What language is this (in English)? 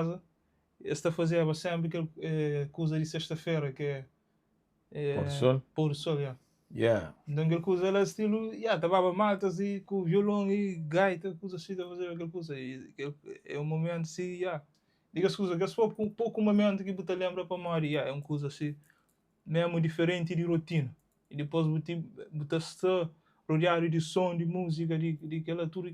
Kabuverdianu